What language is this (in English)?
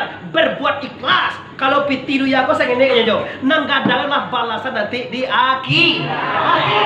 Minangkabau